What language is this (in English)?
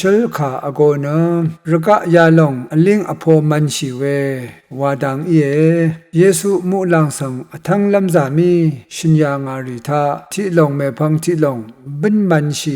Rawang